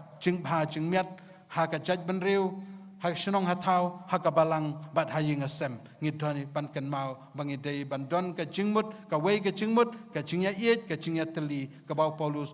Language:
Khasi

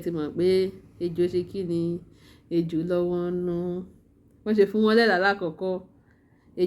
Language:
Yoruba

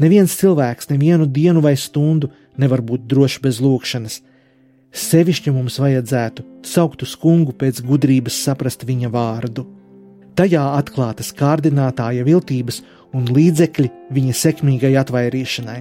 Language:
Latvian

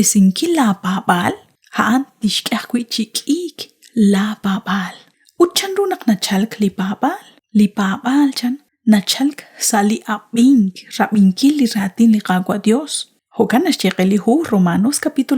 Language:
Kekchí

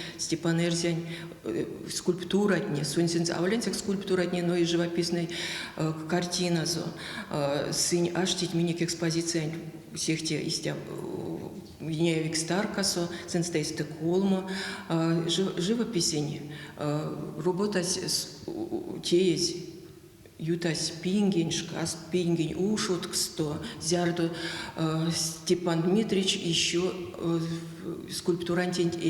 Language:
Erzya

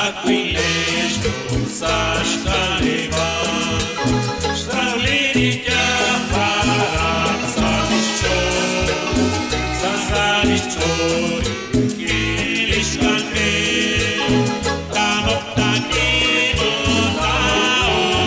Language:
Kekchí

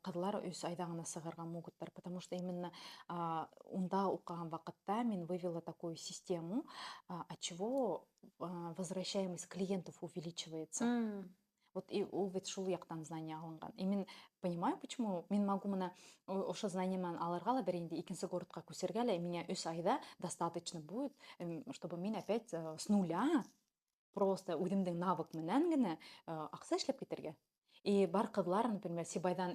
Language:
Bashkir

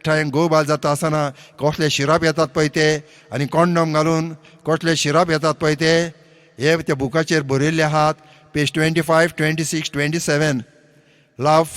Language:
Konkani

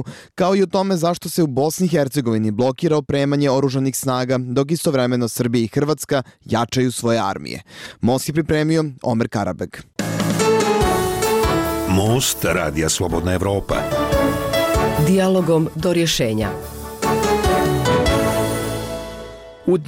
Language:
Bosnian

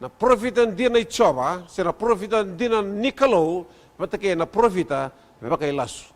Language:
Fijian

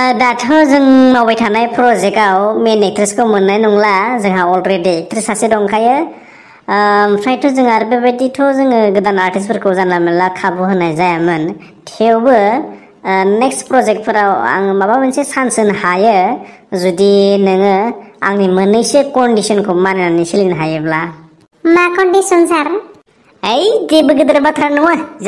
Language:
Bodo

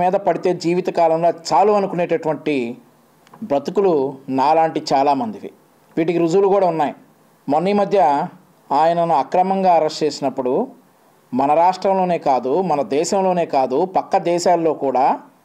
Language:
Telugu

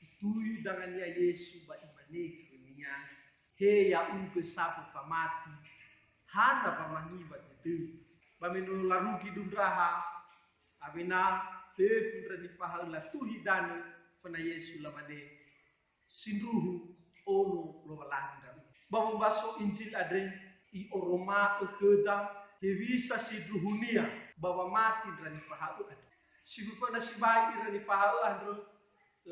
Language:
Nias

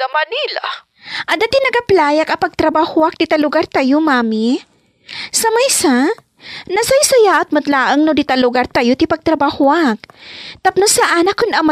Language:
Iloko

